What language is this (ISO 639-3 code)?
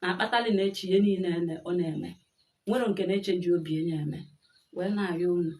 ibo